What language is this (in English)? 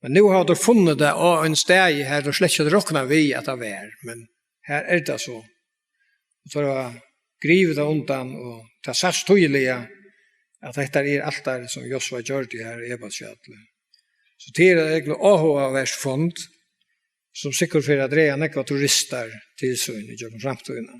Faroese